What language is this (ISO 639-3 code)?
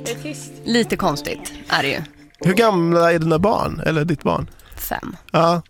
swe